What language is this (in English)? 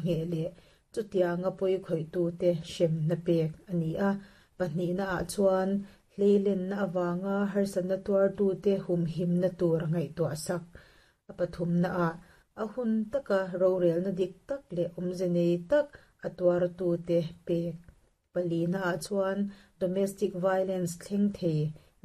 Mizo